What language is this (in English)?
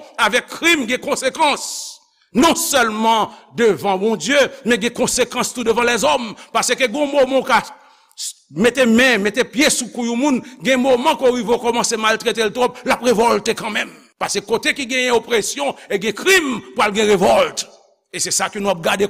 Haitian Creole